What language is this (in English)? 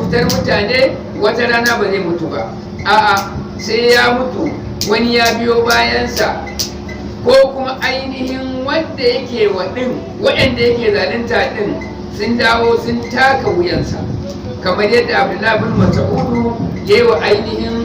Hausa